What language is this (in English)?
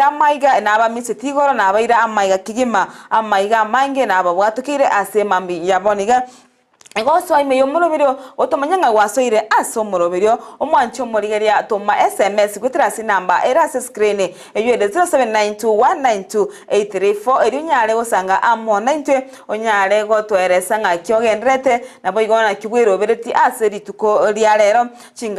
Gusii